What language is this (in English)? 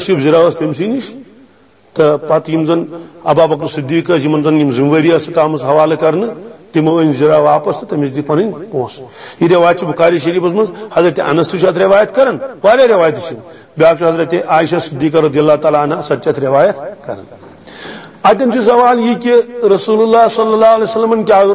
Kashmiri